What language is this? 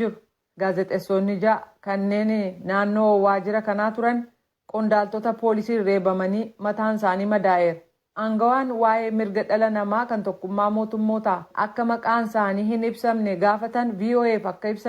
Oromo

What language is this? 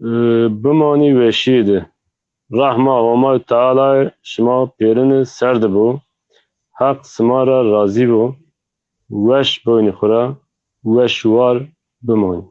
Zaza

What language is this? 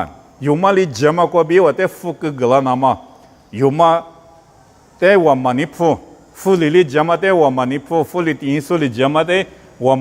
Lisu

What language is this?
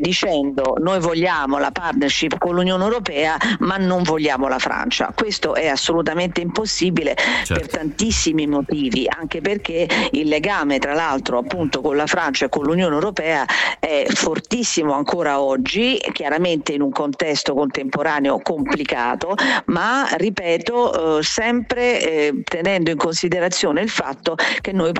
Italian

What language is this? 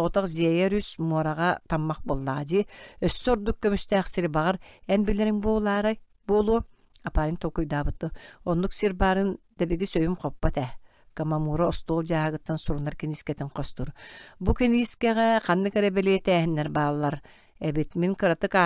Yakut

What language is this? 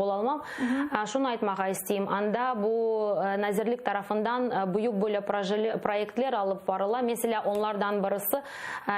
Crimean Tatar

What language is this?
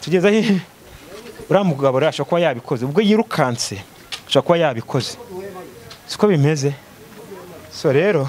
Kinyarwanda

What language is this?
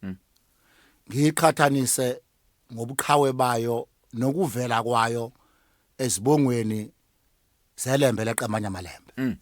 Zulu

